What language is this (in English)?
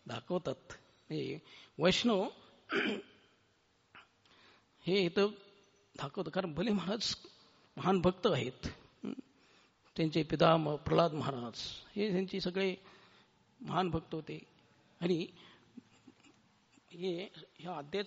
Marathi